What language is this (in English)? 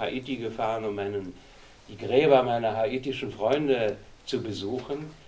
German